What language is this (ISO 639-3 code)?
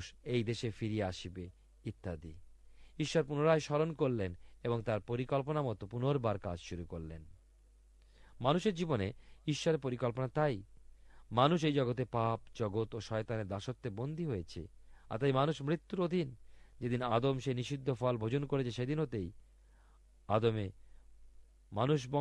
ben